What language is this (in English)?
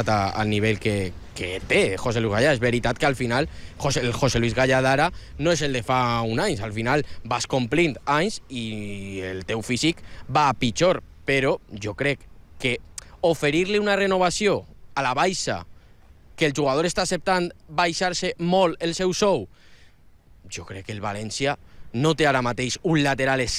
Catalan